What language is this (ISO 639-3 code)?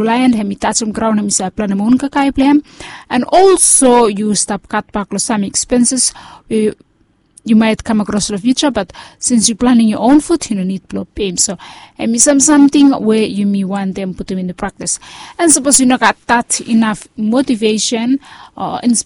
bis